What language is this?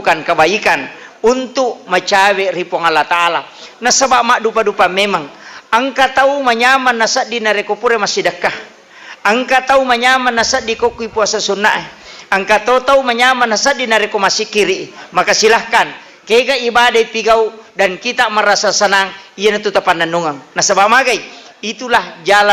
Buginese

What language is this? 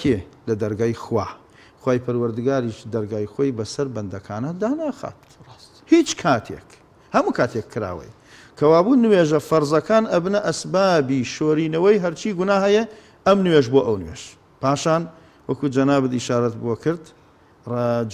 Central Kurdish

